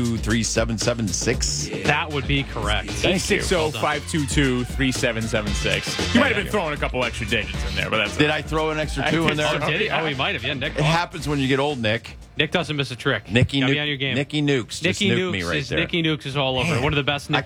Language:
English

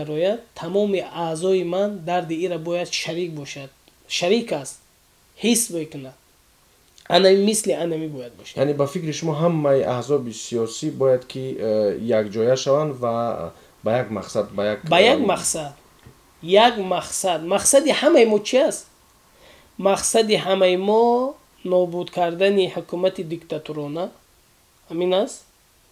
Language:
Tajik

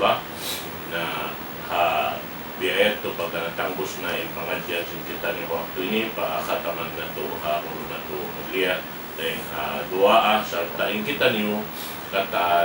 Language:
Tausug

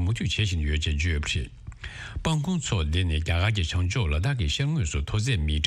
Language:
Tibetan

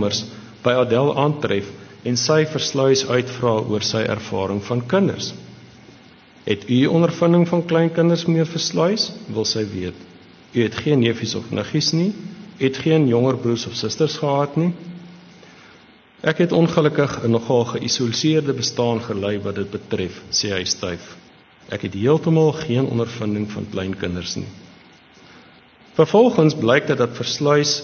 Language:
Afrikaans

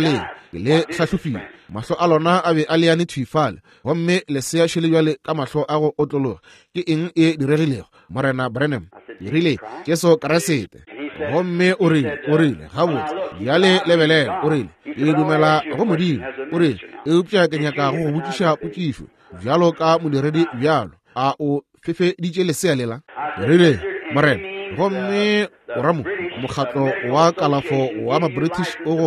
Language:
Northern Sotho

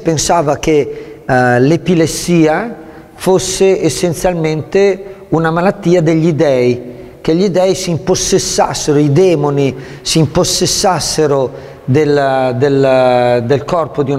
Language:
Italian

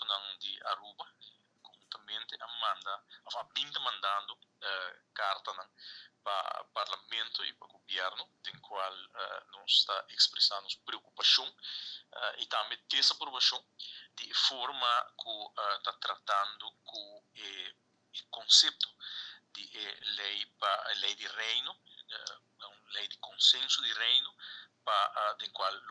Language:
Papiamento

